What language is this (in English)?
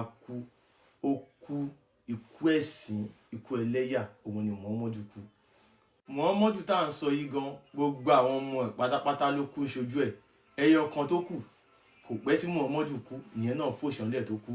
Yoruba